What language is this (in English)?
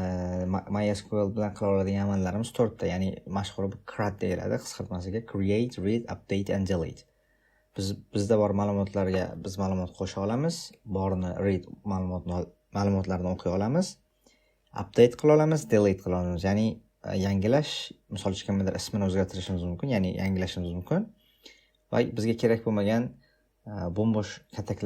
Uzbek